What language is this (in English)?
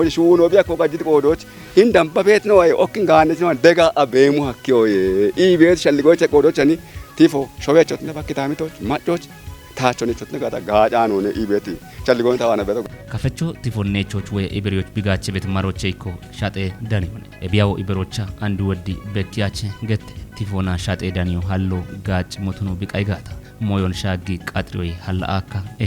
Kafa